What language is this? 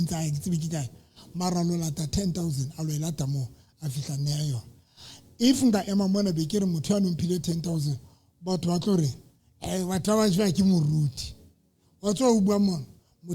Southern Sotho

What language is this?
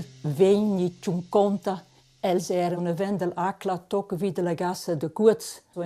Romansh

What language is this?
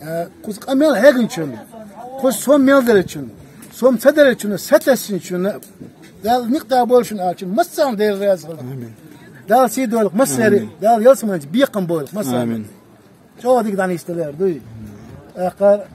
Chechen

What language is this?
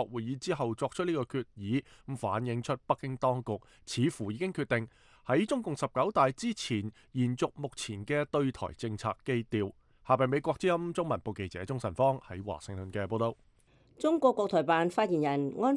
Cantonese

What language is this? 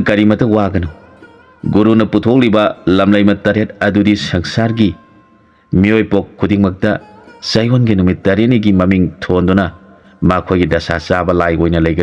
Manipuri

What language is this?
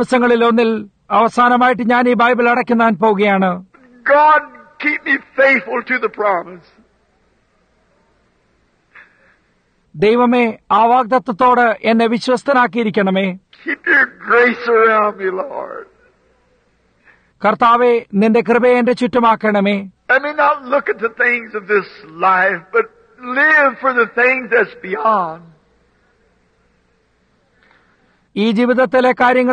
Malayalam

